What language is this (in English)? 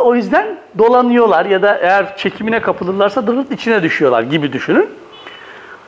Turkish